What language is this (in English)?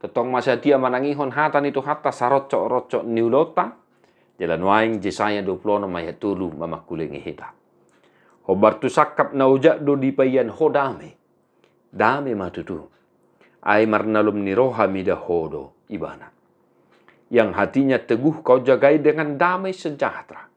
Batak Toba